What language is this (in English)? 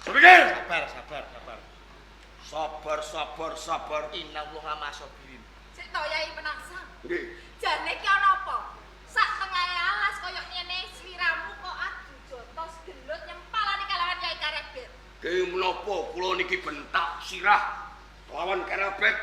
Javanese